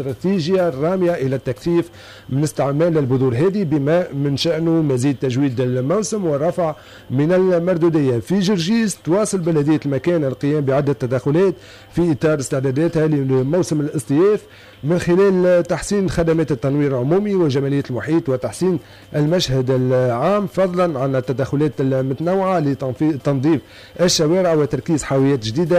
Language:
Tunisian Arabic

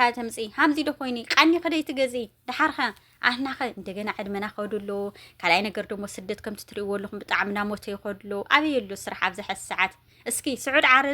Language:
Tigrinya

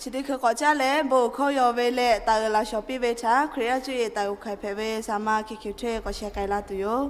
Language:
Lahu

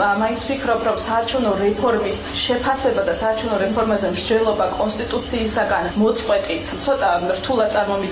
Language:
Georgian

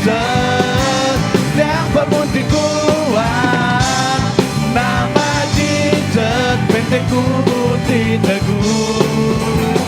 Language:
Iban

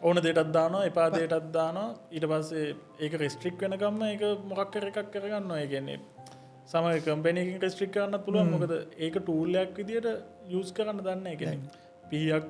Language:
Sinhala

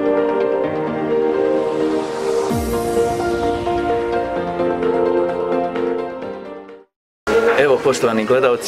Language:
Bosnian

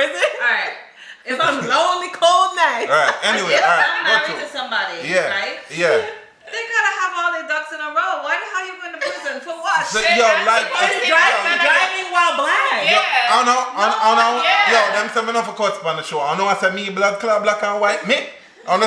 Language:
Jamaican Creole English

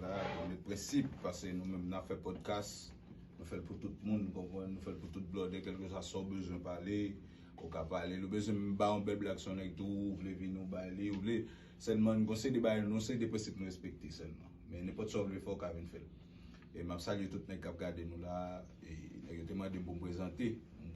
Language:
Haitian Creole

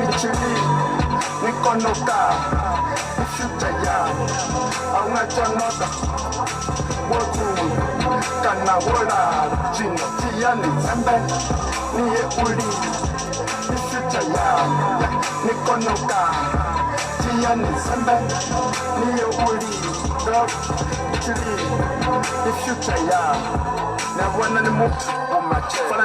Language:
Venda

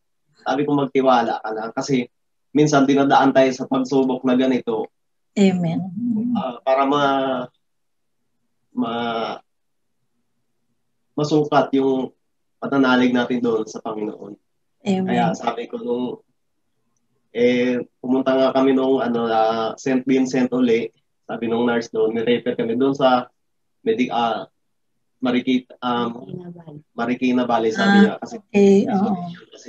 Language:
Filipino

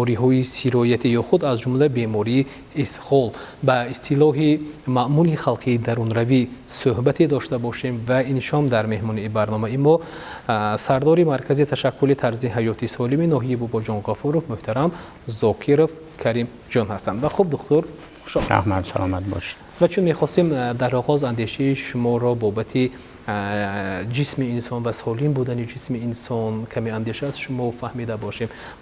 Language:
Tajik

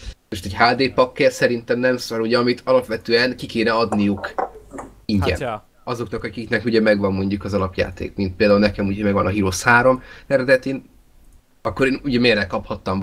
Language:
Hungarian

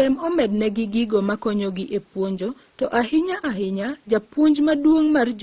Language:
Luo (Kenya and Tanzania)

